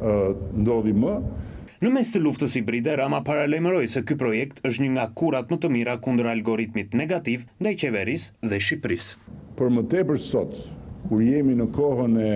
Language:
Albanian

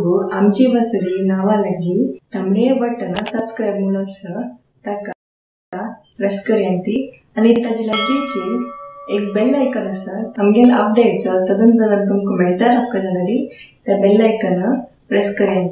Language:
Konkani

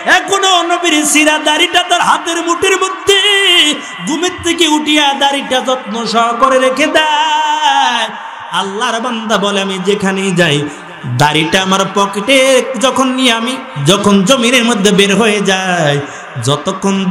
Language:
Bangla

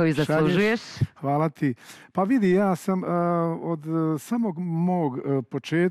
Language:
Croatian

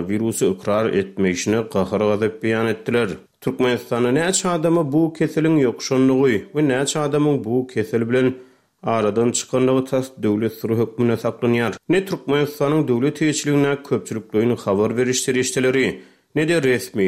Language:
Turkmen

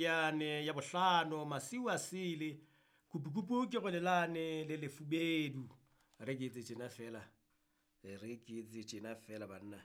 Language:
Southern Sotho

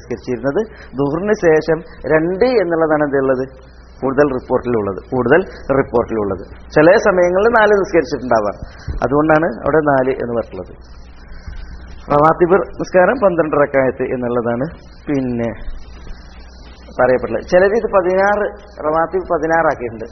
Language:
Malayalam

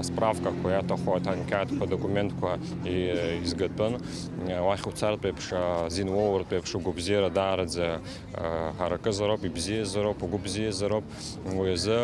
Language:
Abkhazian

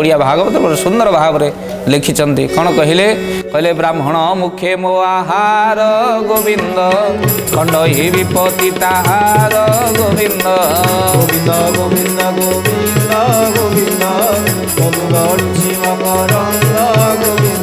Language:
Odia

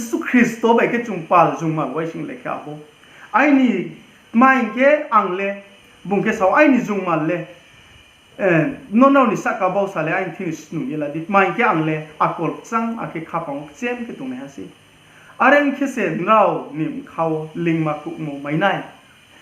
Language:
Riang (India)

